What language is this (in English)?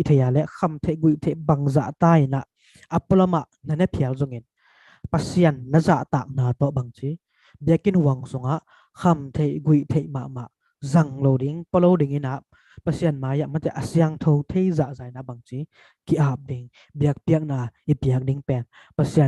Tedim Chin